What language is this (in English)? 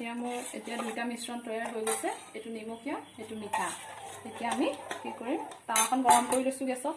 Assamese